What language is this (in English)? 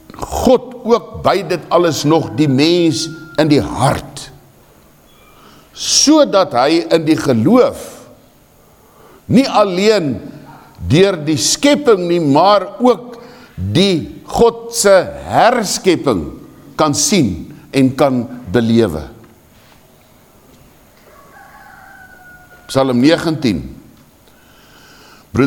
Afrikaans